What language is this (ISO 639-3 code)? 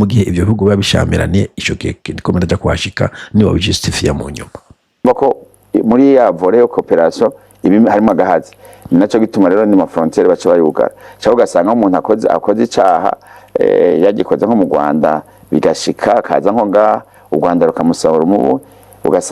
run